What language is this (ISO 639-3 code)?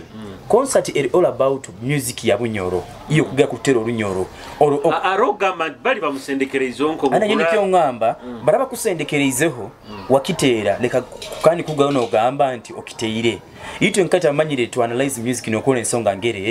nyo